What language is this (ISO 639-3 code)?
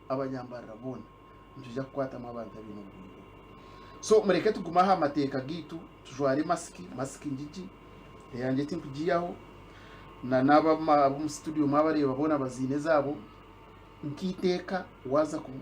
nyn